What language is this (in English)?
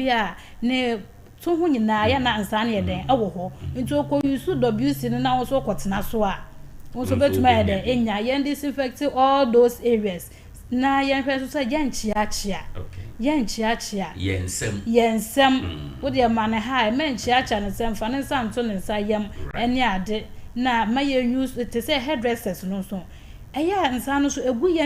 Akan